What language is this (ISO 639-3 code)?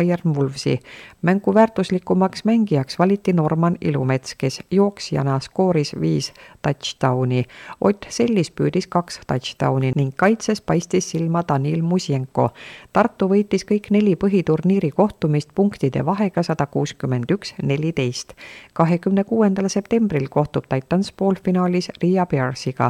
est